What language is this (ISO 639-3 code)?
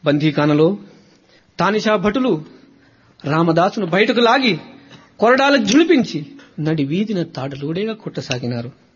tel